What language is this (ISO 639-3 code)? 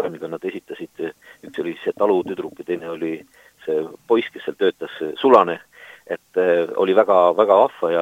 est